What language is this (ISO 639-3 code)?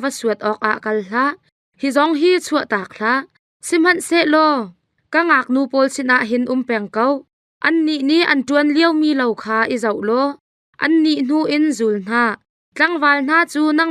cnh